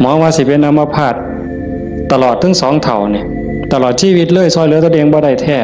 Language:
Northeastern Thai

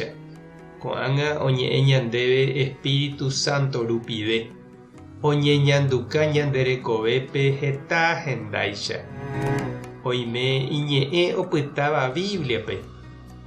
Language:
Guarani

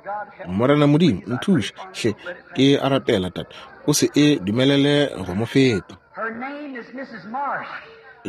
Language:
Northern Sotho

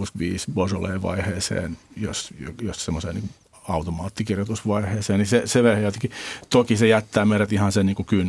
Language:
Finnish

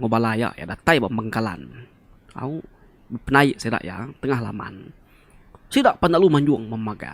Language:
Iban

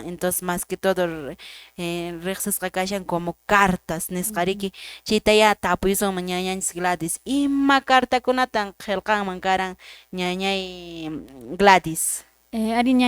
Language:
Quechua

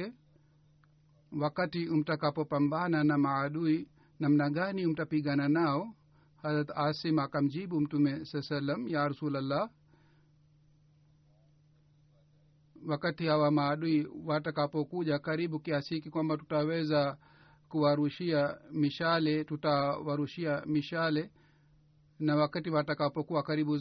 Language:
Swahili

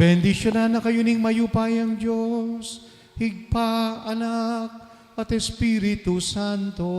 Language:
Pampanga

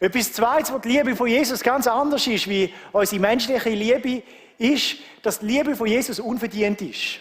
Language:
Swiss German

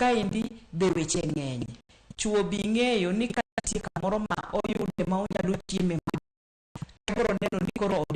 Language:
Luo (Kenya and Tanzania)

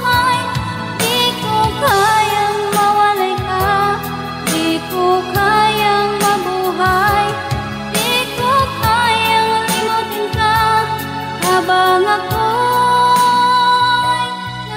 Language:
Filipino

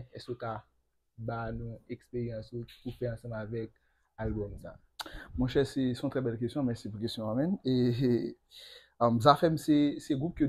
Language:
Haitian Creole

